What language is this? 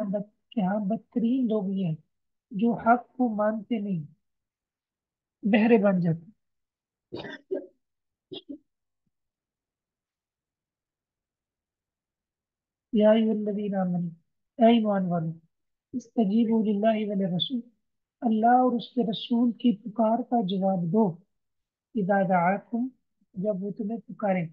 Urdu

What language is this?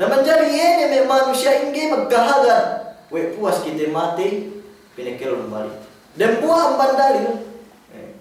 Yakan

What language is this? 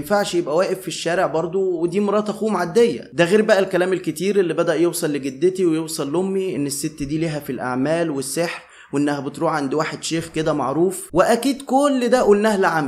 Egyptian Arabic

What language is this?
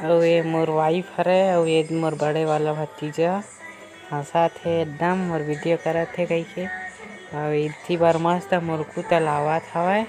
Chhattisgarhi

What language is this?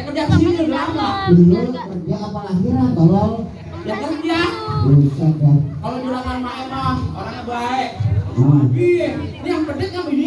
Betawi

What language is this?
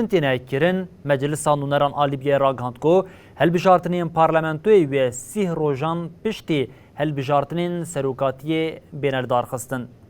Kurdish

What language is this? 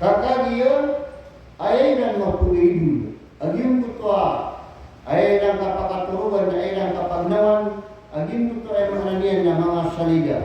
Maranao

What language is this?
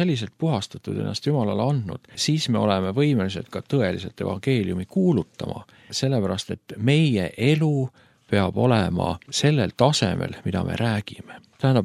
Estonian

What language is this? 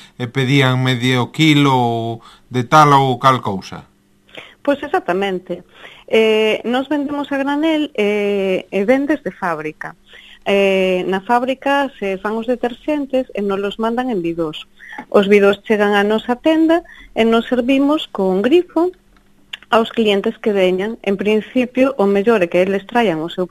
Galician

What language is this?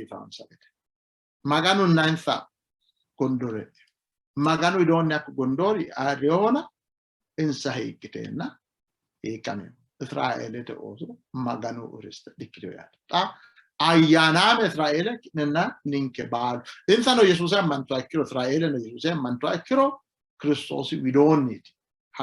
Sidamo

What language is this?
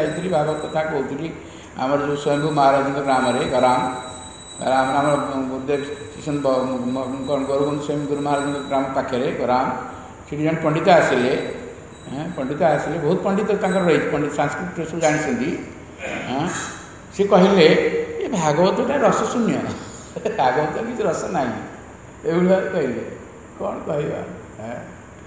Odia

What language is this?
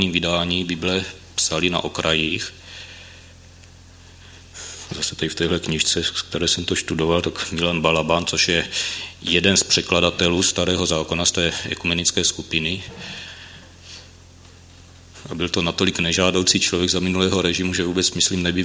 Czech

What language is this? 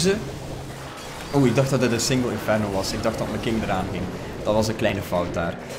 Dutch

